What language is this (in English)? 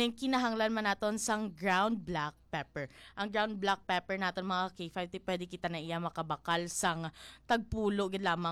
Hiligaynon